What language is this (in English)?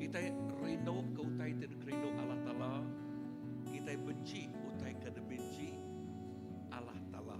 Iban